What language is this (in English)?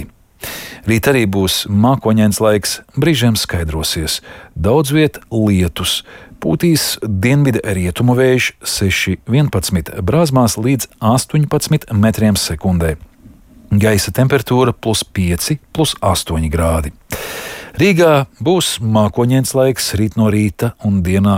Latvian